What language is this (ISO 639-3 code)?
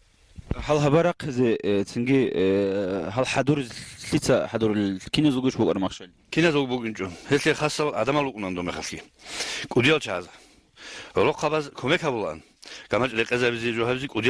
ava